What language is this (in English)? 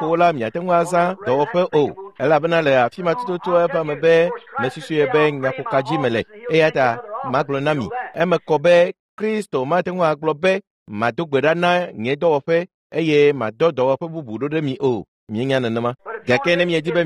Ewe